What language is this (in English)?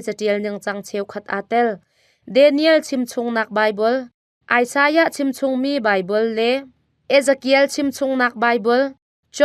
Hakha Chin